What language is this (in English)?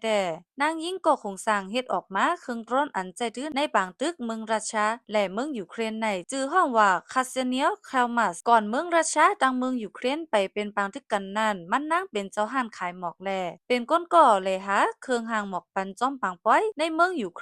Shan